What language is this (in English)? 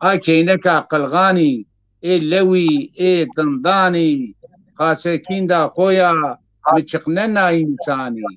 Zaza